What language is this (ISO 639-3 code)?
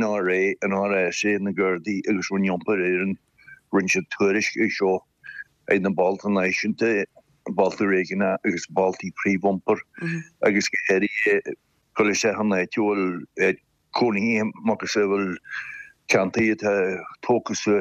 gle